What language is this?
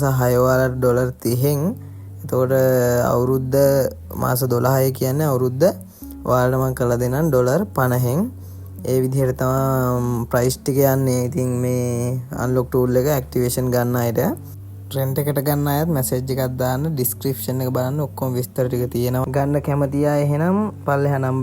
Sinhala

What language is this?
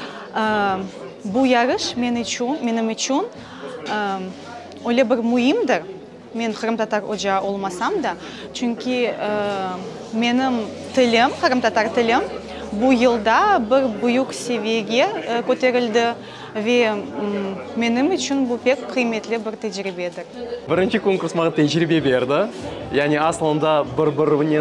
Crimean Tatar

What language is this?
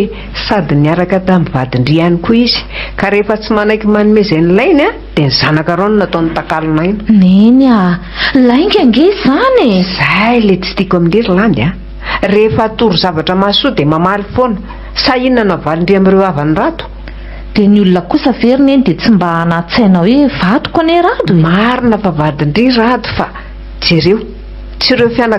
Malagasy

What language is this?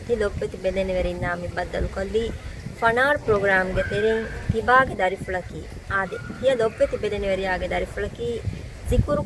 Divehi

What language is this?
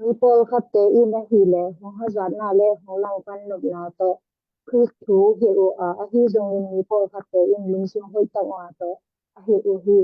Tedim Chin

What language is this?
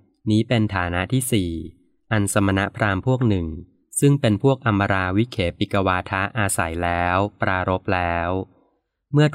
Thai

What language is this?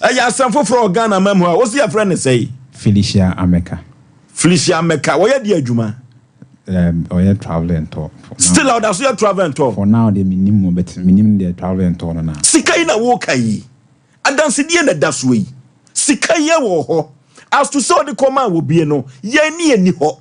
Akan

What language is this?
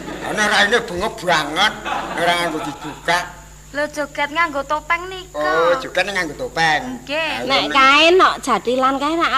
Javanese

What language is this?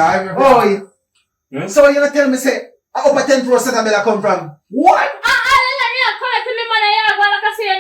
Jamaican Creole English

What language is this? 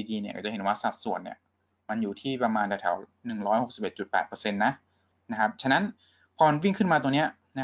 Thai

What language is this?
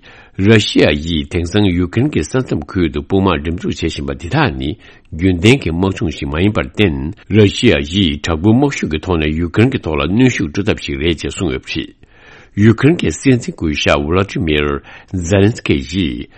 Tibetan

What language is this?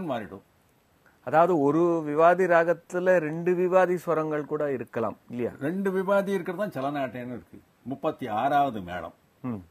Tamil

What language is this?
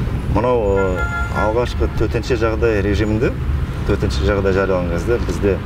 Kazakh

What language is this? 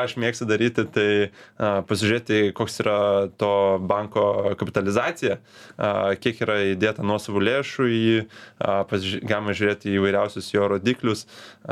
Lithuanian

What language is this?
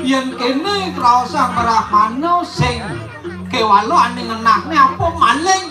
Balinese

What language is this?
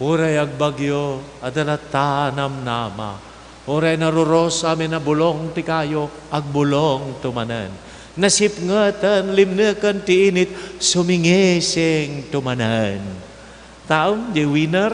Iloko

